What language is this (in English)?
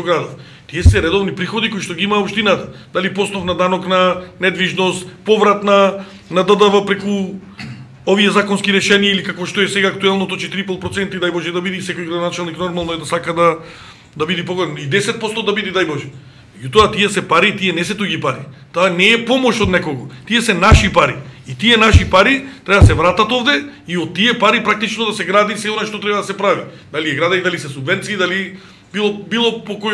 Macedonian